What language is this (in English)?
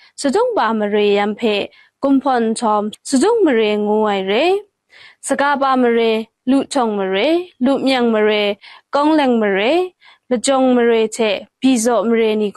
Kachin